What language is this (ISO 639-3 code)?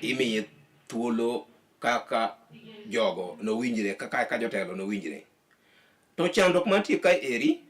luo